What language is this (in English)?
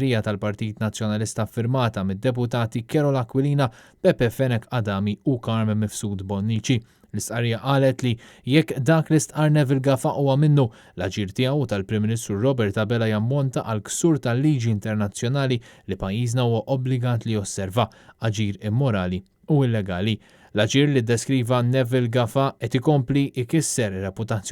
Maltese